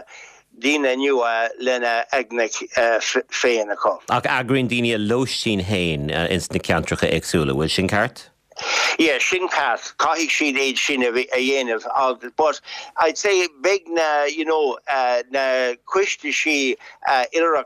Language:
Irish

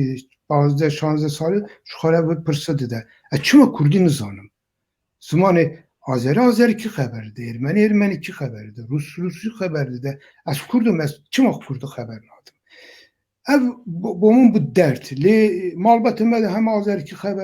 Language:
Kurdish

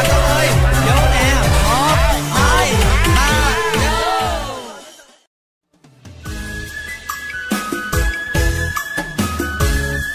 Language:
Vietnamese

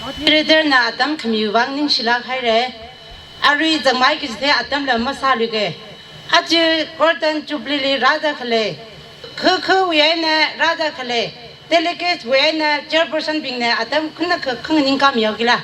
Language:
Tangkhul Naga (India)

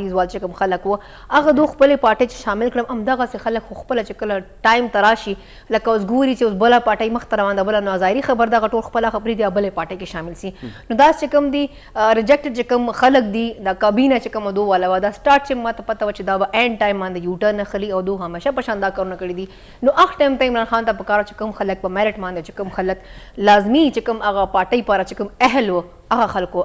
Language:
Pashto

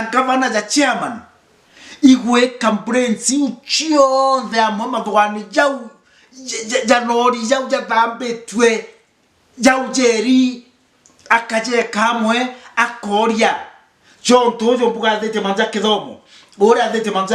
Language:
Meru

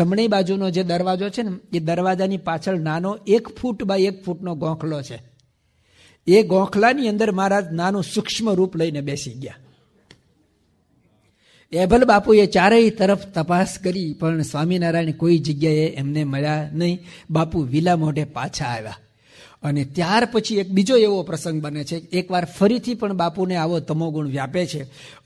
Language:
Gujarati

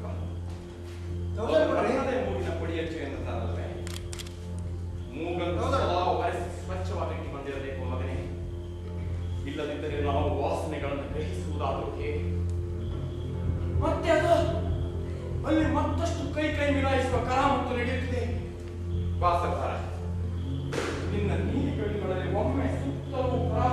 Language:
Kannada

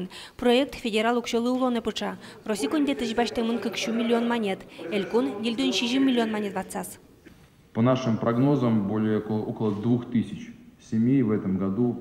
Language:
Udmurt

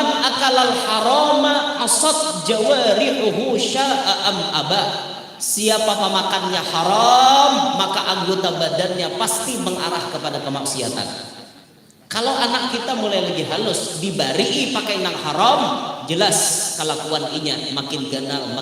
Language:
Banjar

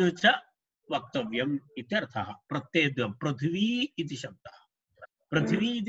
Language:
Sanskrit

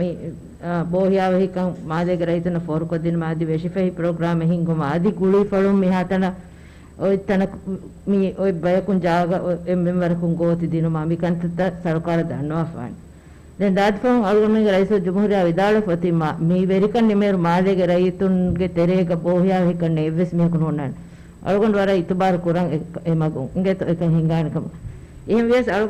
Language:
Divehi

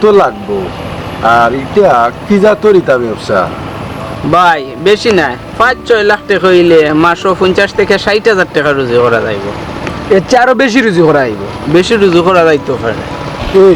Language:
Sylheti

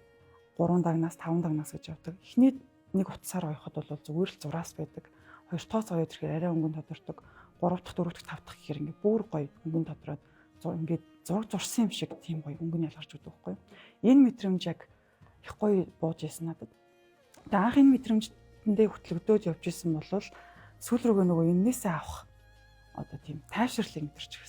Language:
Mongolian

